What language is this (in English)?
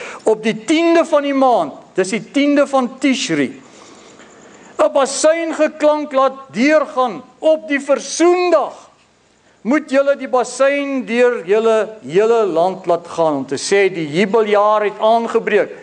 Afrikaans